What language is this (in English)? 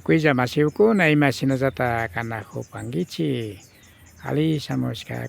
Imbabura Highland Quichua